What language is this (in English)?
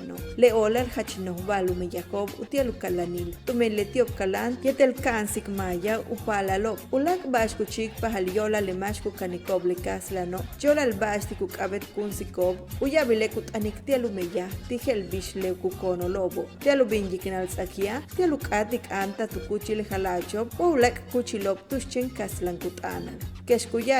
Yucateco